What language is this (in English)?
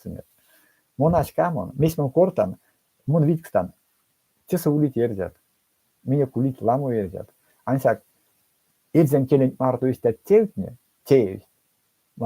Erzya